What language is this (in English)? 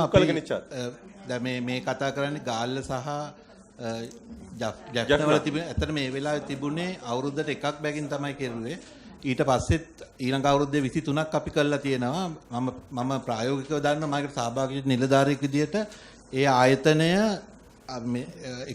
Sinhala